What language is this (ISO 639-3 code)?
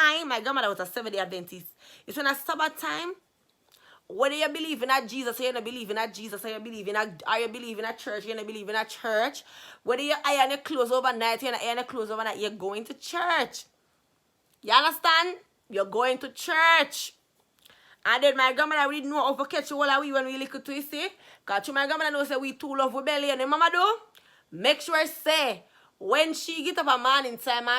jam